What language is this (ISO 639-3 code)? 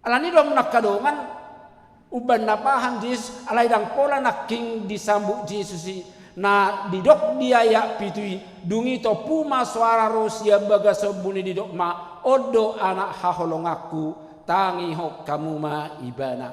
bbc